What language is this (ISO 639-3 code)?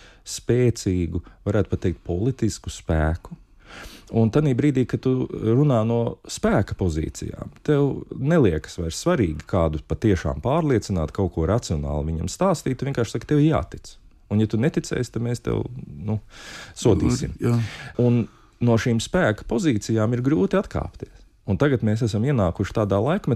lav